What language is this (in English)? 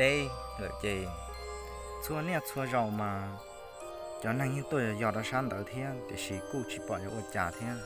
Hmong